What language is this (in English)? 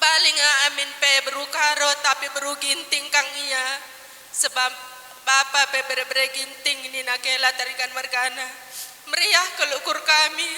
Batak Karo